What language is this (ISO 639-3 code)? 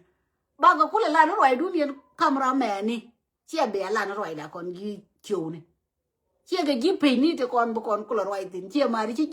nus